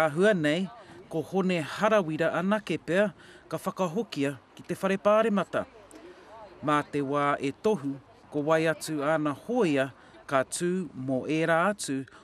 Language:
Māori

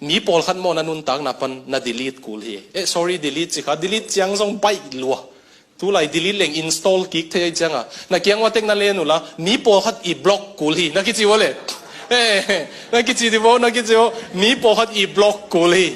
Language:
Tedim Chin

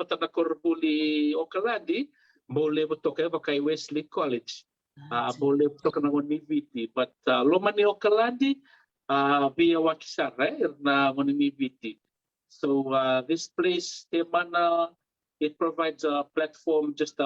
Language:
Fijian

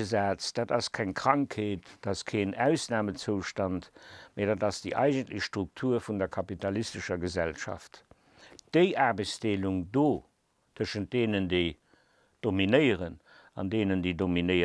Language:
Luxembourgish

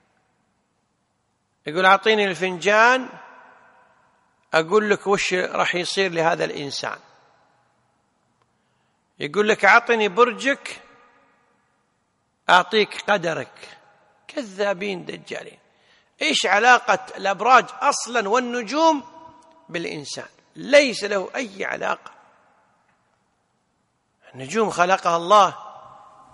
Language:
Arabic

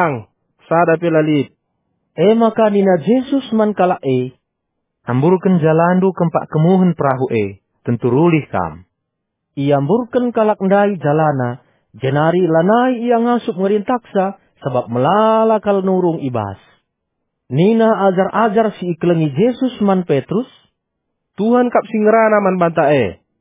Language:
Batak Karo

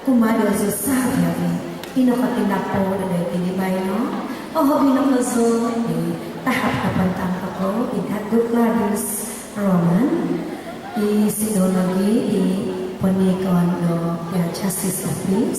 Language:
Central Dusun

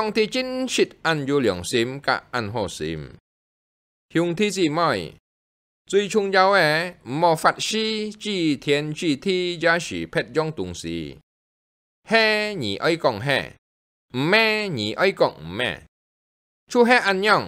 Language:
Hakka Chinese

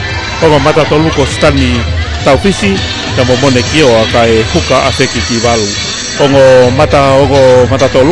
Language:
Tongan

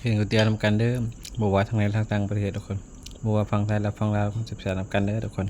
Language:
Northeastern Thai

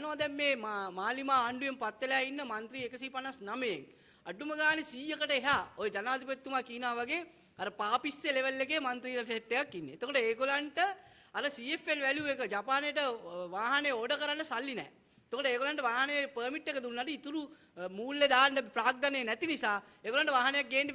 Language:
Sinhala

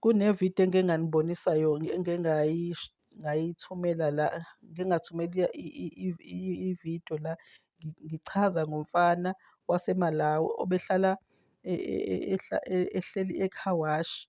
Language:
Zulu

